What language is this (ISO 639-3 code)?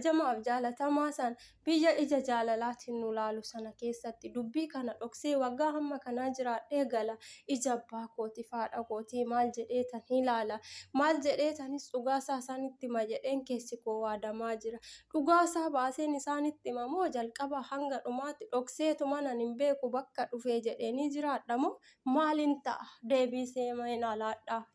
orm